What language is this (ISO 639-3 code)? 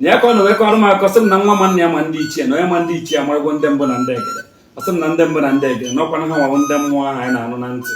ibo